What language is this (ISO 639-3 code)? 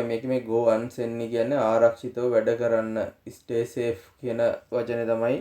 sin